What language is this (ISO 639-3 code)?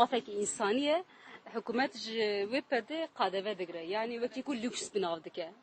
kur